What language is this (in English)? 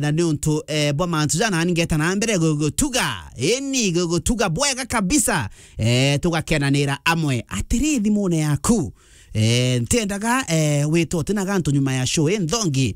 Meru